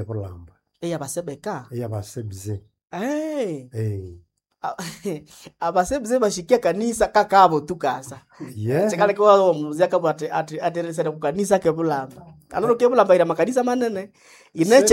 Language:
Nande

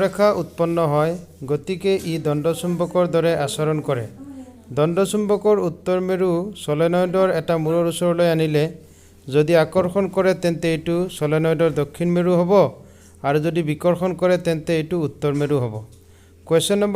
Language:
Assamese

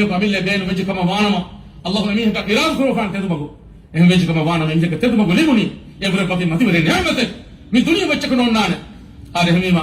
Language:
Divehi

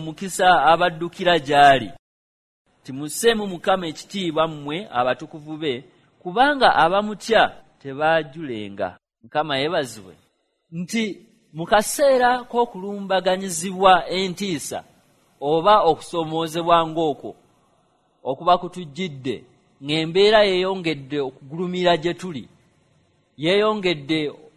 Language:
Ganda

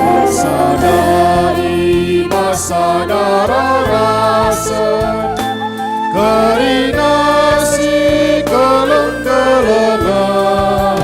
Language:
Batak Karo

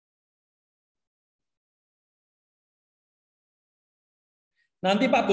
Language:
Indonesian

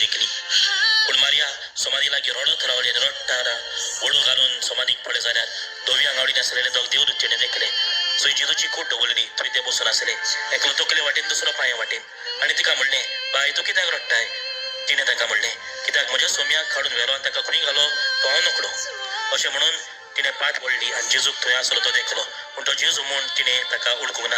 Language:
Konkani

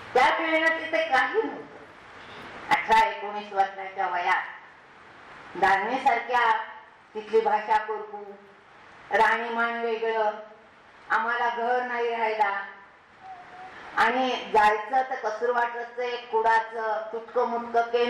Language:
Marathi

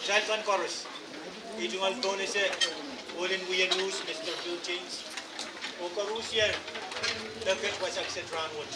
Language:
Pohnpeian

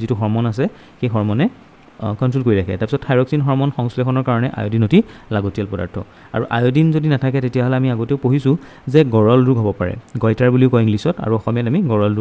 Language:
Assamese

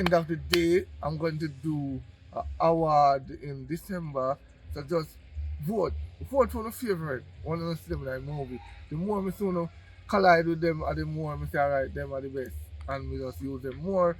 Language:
Jamaican Creole English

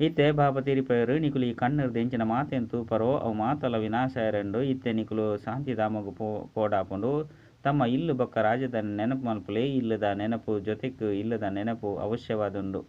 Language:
Tulu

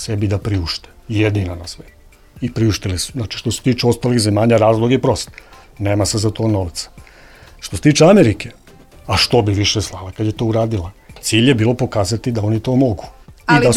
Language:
Serbian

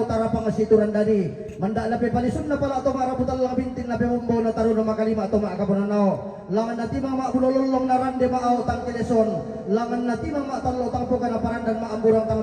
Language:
Toraja-Sa'dan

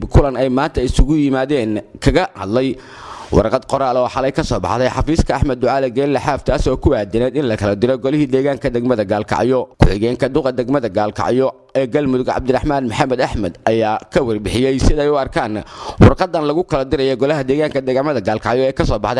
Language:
Somali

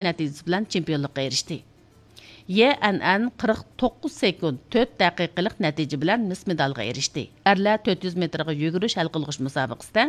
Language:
Uyghur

